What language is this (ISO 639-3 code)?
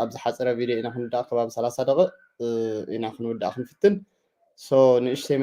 tir